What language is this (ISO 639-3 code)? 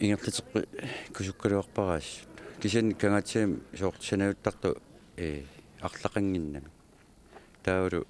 kal